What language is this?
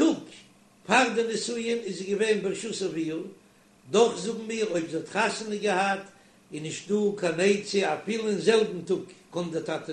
Yiddish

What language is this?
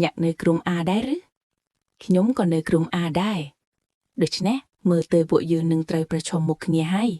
Khmer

